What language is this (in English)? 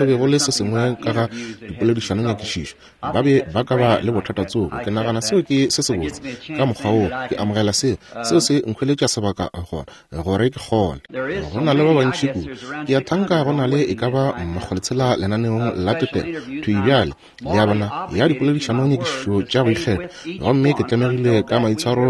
Northern Sotho